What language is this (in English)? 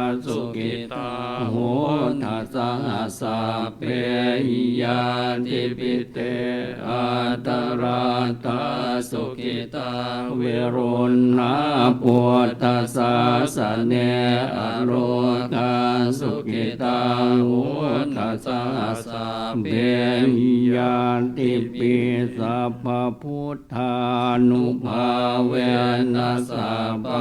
Pali